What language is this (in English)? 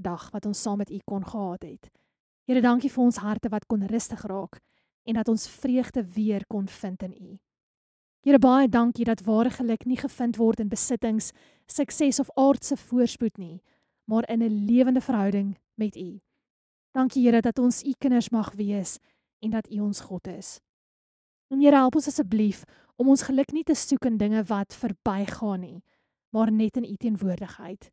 Afrikaans